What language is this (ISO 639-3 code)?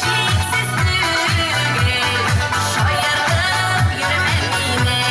tat